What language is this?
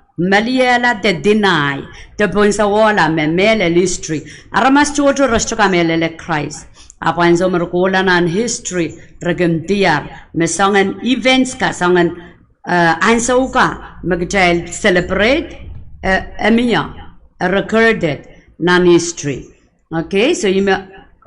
Pohnpeian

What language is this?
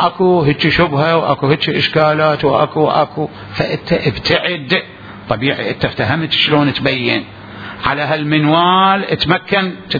Mesopotamian Arabic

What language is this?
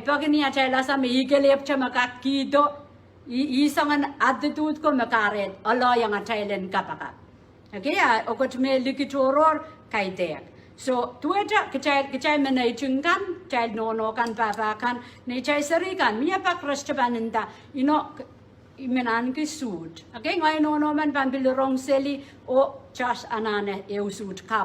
Pohnpeian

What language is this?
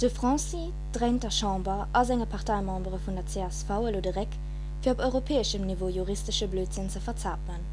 Luxembourgish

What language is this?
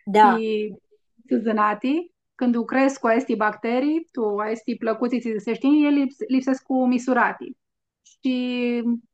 Aromanian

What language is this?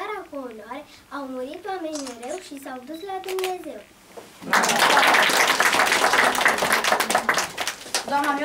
Romanian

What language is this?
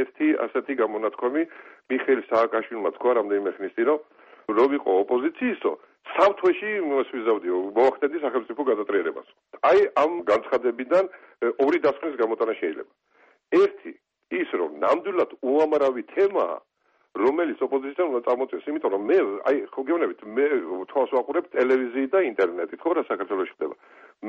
Georgian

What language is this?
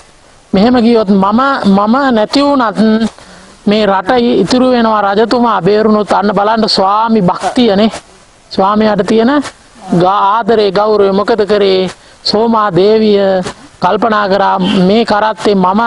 Sinhala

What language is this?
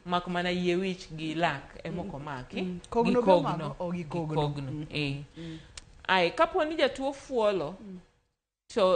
Luo (Kenya and Tanzania)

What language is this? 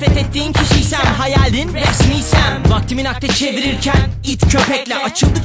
Turkish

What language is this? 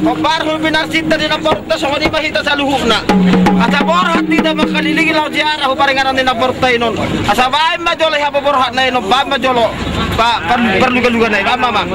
Batak Toba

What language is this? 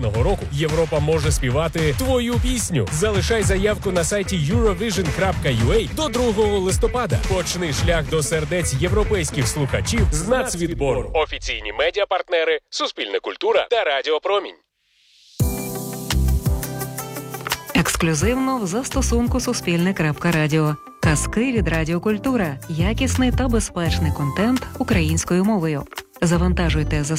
Ukrainian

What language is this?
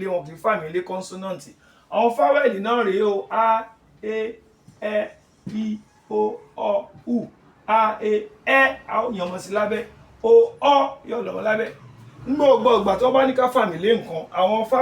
Yoruba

